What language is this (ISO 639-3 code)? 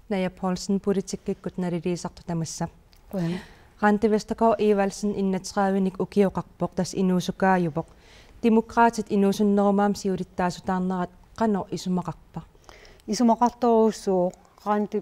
kal